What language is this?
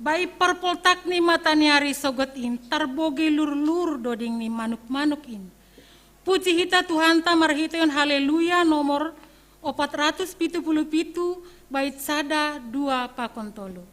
Batak Simalungun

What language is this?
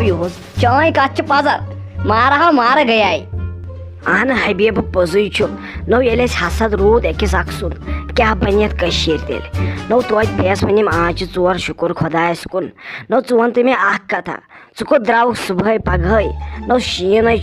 Kashmiri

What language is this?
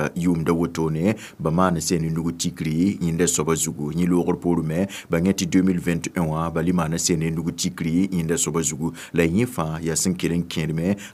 Mossi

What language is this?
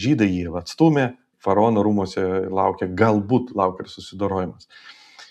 Lithuanian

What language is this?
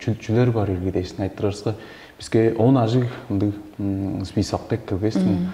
Tuvinian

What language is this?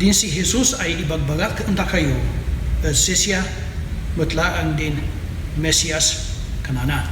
Kankanaey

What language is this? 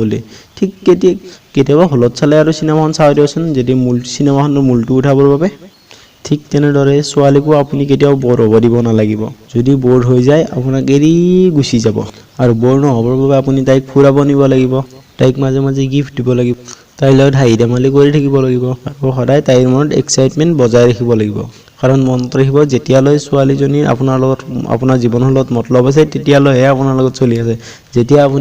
Assamese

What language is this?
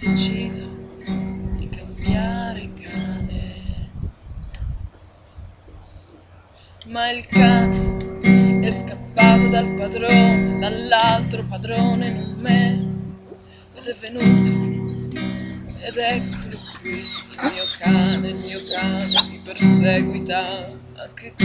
Italian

